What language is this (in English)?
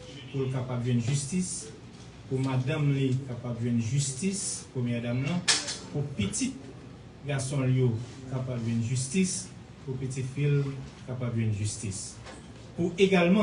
Haitian Creole